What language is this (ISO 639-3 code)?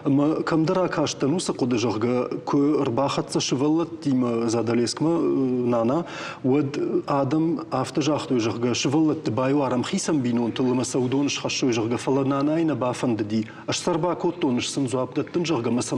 oss